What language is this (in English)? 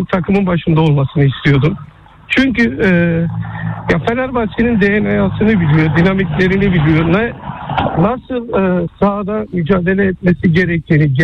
Turkish